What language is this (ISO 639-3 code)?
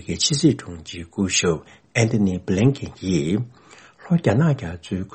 bod